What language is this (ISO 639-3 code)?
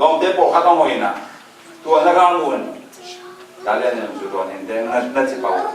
ctd